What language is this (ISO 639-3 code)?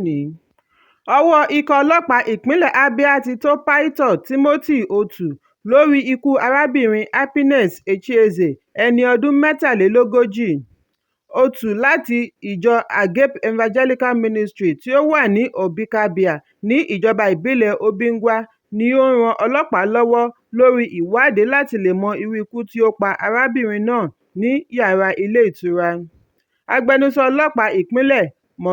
yor